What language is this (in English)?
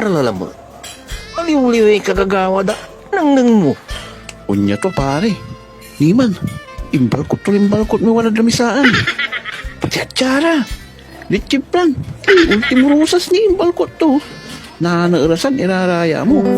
Pangasinan